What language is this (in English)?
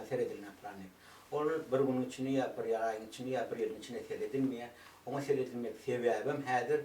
Turkmen